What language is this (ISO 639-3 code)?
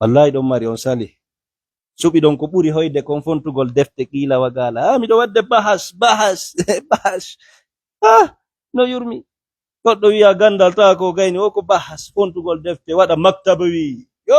ful